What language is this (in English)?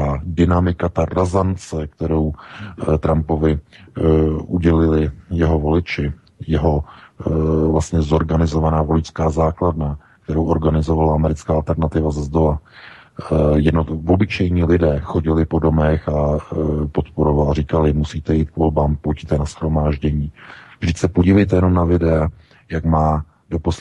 Czech